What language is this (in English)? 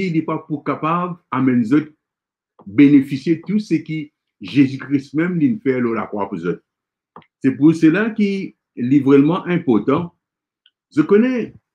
Morisyen